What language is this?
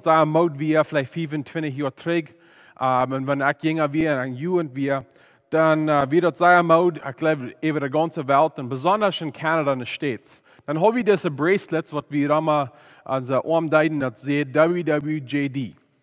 Plautdietsch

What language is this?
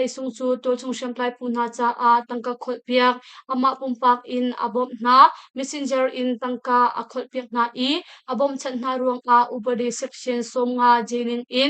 Hakha Chin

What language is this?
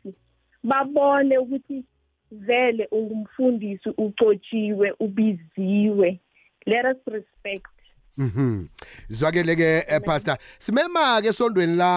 South Ndebele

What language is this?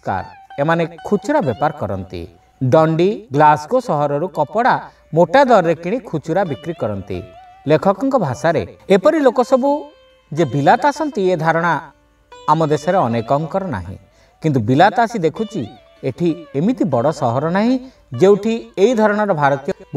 Odia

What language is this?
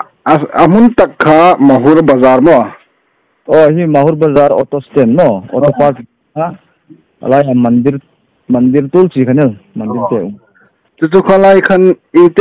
Hmar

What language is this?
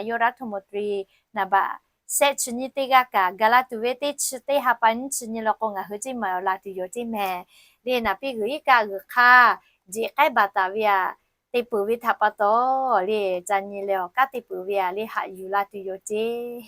Lahu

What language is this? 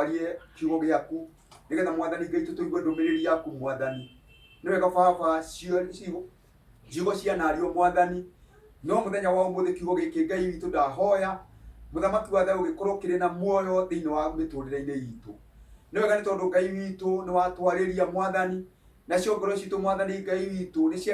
Kikuyu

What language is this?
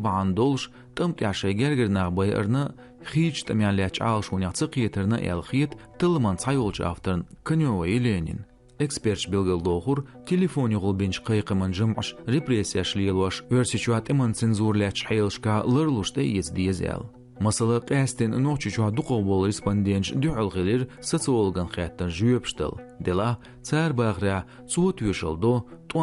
Chechen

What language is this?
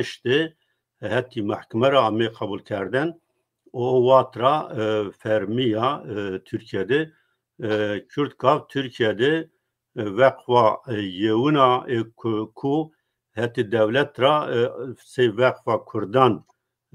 Zaza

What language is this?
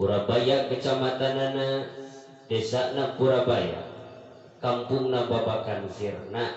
Sundanese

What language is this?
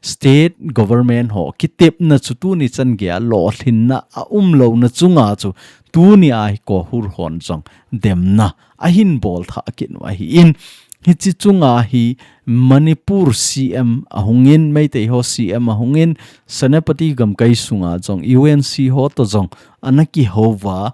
Thado Chin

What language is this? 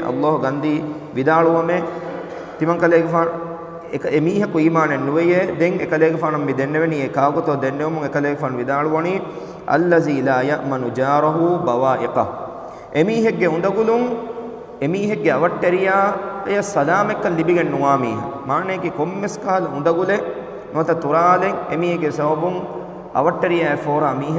Divehi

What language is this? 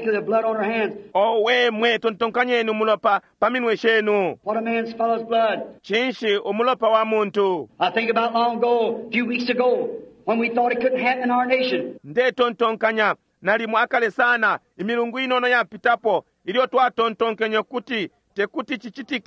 Bemba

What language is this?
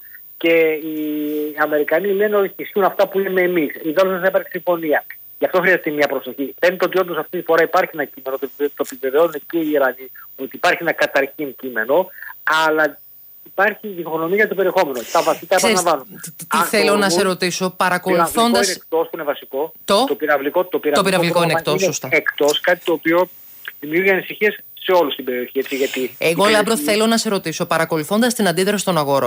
Greek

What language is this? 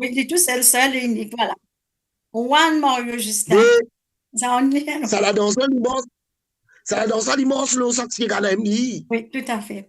Morisyen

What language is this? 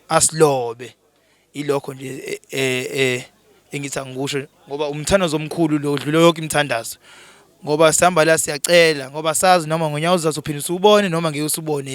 Zulu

